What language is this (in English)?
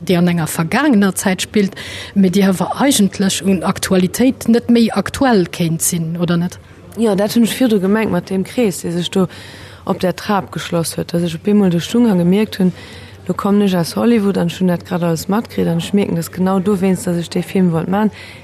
Luxembourgish